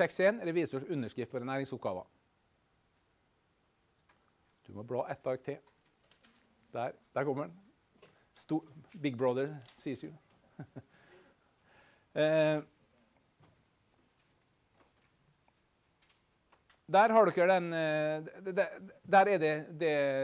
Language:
Norwegian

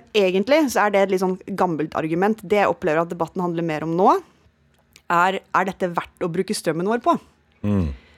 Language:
Norwegian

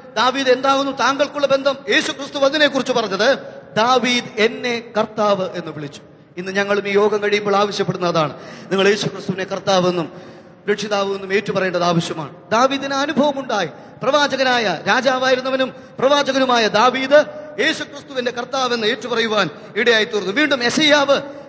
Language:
Malayalam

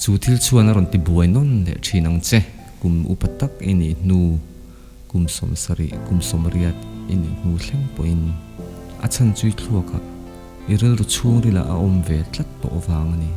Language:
Mizo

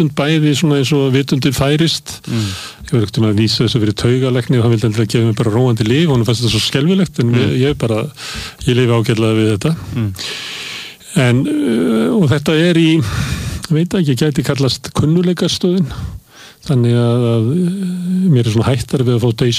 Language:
Icelandic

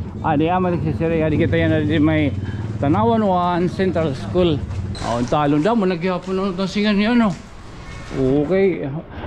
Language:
Waray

